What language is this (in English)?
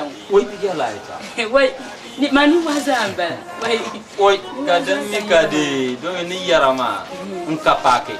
Dagbani